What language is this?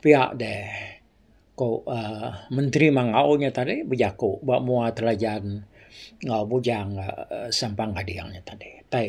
Iban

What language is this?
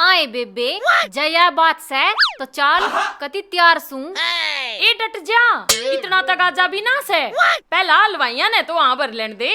Haryanvi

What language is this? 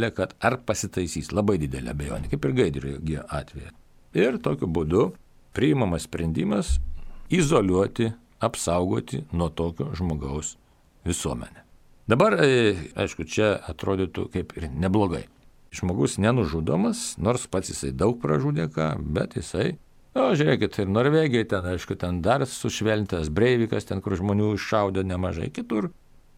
Lithuanian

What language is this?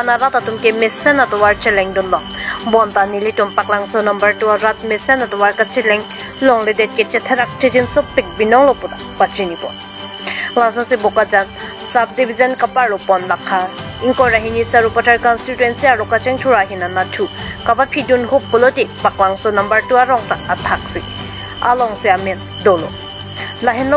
Karbi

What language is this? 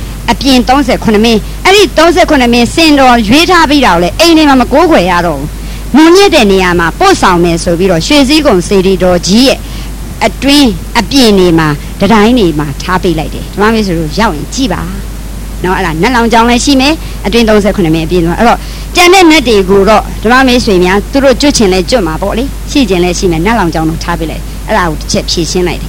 Burmese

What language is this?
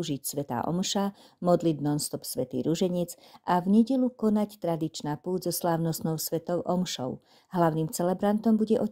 Slovak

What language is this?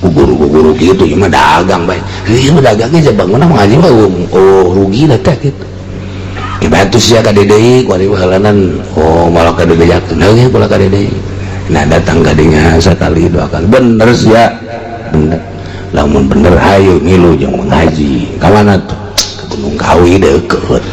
Sundanese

